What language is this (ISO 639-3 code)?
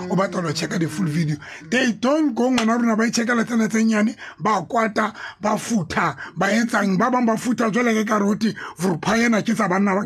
tsn